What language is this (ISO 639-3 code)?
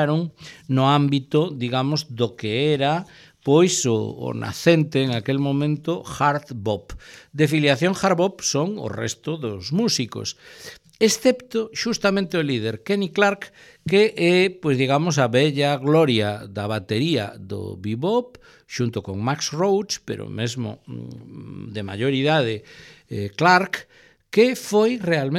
glg